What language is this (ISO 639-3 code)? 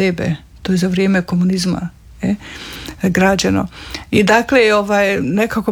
hrv